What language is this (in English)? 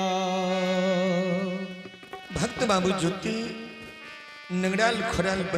Angika